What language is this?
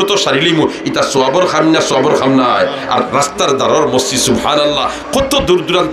Sylheti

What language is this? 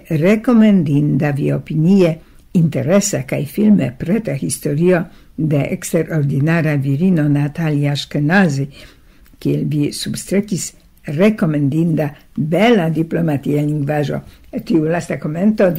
Esperanto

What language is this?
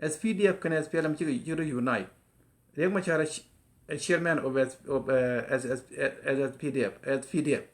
Nuer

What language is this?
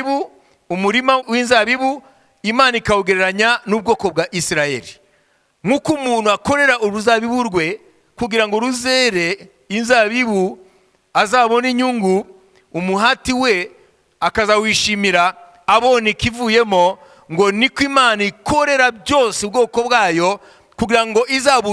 Kinyarwanda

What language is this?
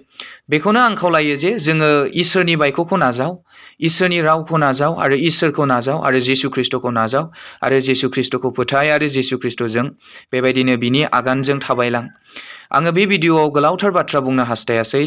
Bodo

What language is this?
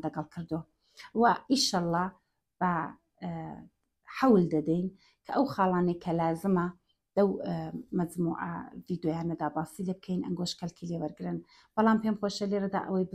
Central Kurdish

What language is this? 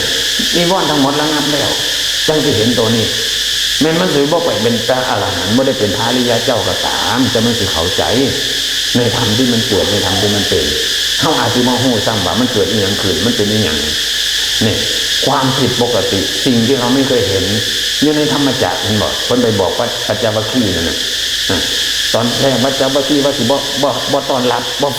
Northeastern Thai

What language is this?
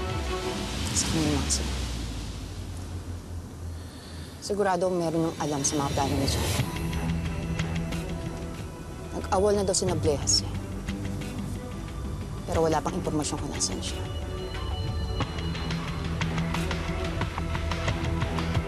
Filipino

